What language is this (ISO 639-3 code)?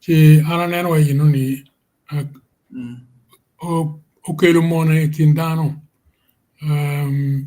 ach